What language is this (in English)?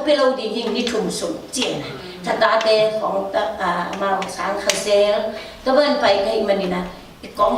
Tedim Chin